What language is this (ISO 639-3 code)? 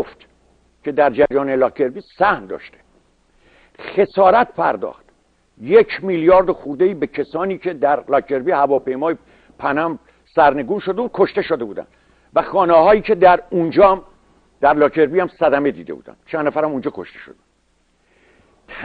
fas